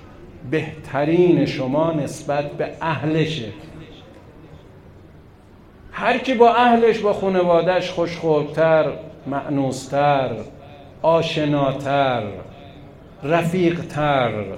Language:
Persian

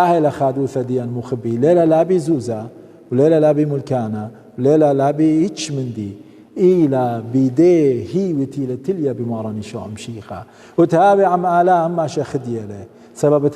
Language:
Assyrian Neo-Aramaic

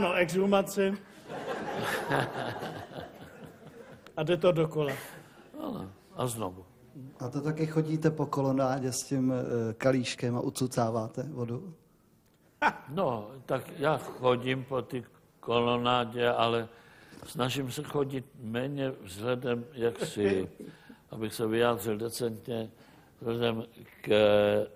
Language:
Czech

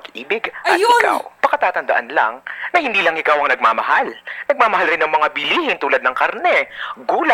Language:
Filipino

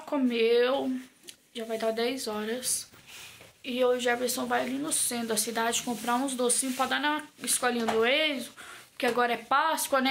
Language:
Portuguese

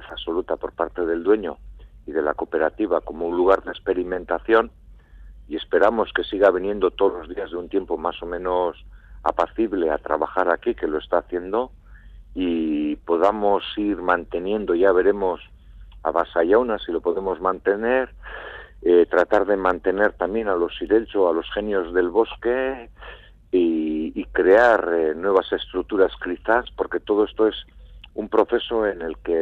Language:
Spanish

